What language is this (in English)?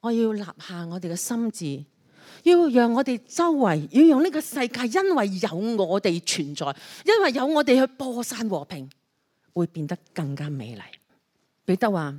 Cantonese